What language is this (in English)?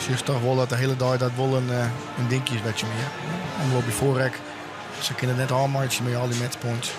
Western Frisian